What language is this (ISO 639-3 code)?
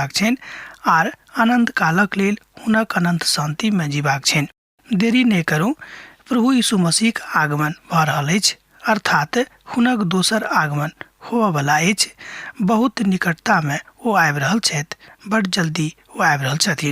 mai